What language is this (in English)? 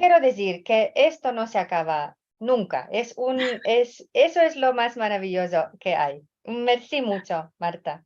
Ladino